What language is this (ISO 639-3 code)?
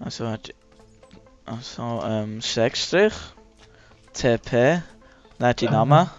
gsw